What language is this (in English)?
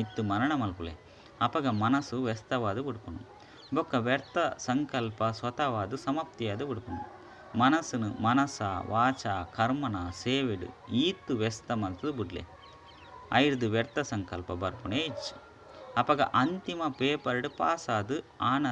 Tulu